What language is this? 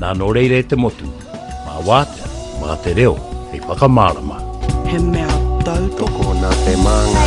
Māori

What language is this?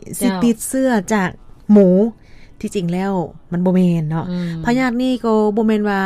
Lao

